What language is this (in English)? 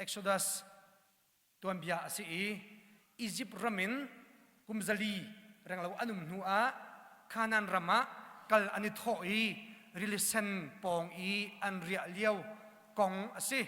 Hakha Chin